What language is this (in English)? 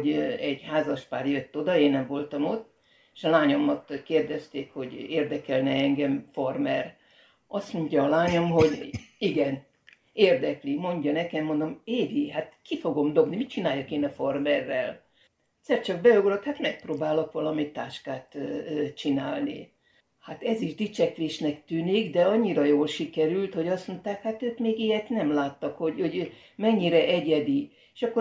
Hungarian